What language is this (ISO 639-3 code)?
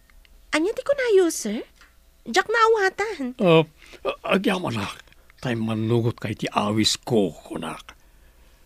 ilo